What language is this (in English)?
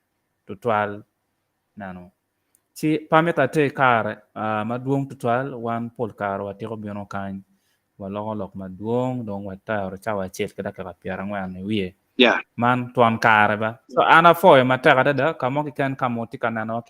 Acoli